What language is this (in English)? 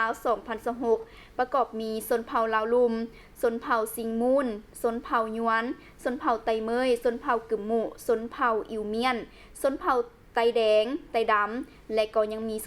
Lao